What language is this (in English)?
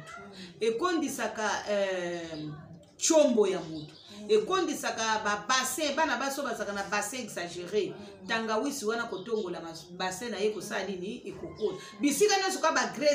Lingala